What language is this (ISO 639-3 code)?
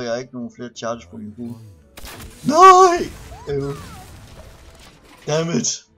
dan